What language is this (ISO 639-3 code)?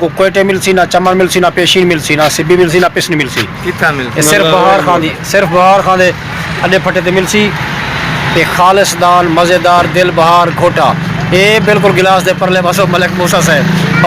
skr